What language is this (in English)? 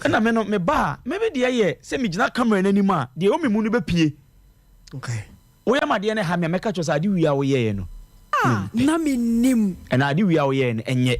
Akan